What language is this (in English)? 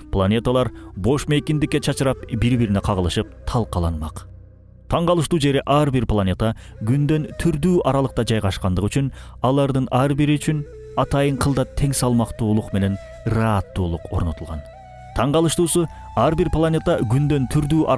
Kyrgyz